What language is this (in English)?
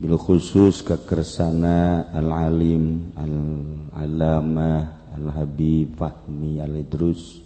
Sundanese